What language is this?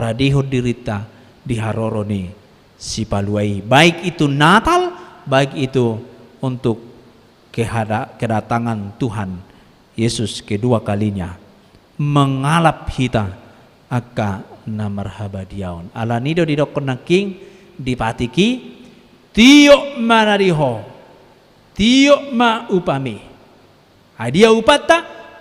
Batak Toba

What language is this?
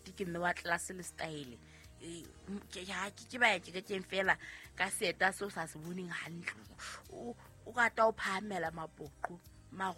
Southern Sotho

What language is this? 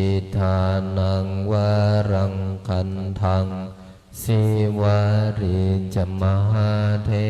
Pali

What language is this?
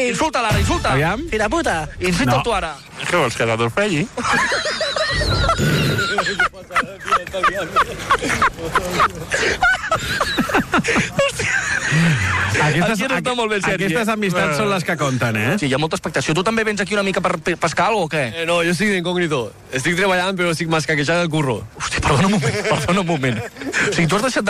Catalan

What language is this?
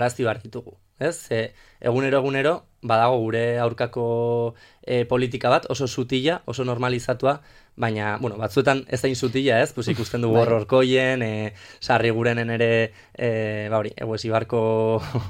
Basque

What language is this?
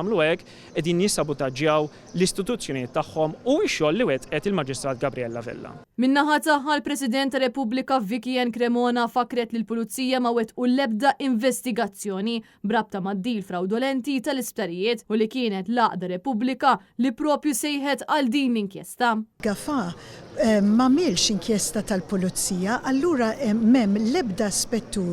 Maltese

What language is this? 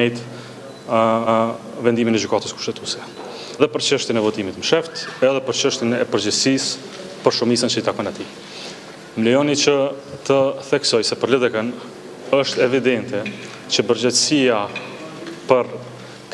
Albanian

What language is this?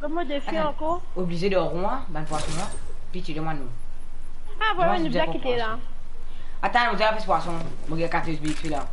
Morisyen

